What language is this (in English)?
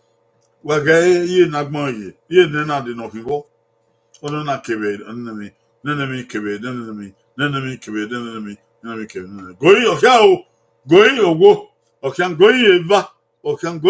Bini